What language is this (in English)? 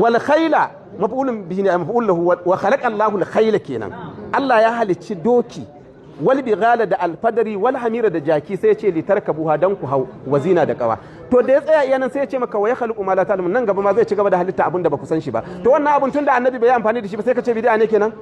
Hausa